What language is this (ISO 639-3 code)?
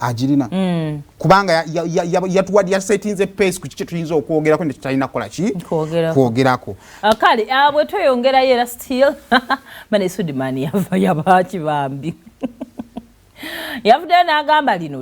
lug